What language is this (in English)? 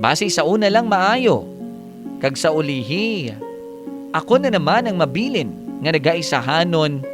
Hiligaynon